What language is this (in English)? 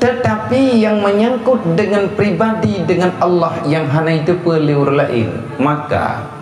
Achinese